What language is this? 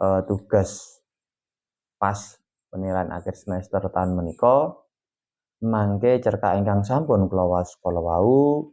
Javanese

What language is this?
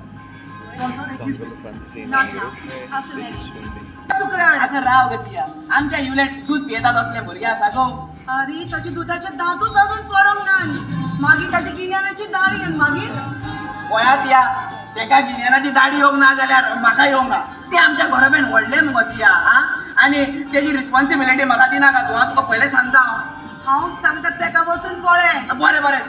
Konkani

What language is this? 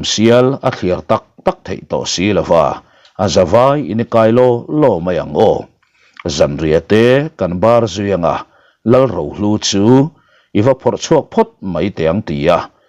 Mizo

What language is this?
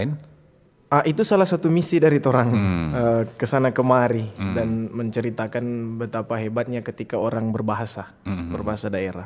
Manado Malay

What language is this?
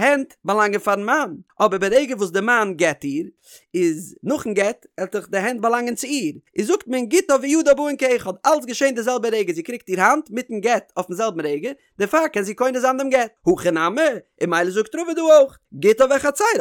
Yiddish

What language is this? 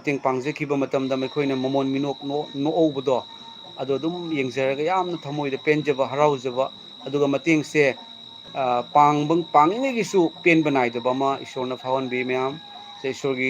Manipuri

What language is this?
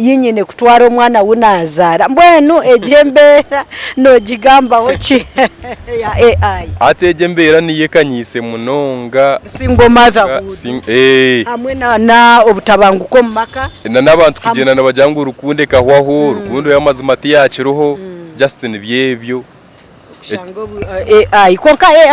Nyankole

